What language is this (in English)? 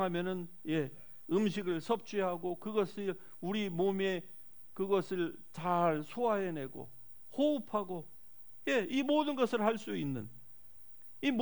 Korean